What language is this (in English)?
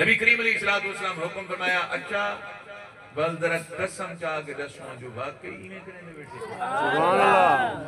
Saraiki